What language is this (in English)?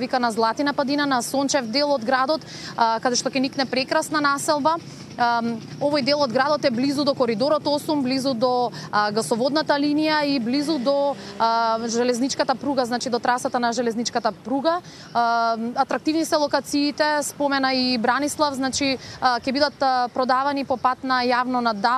Macedonian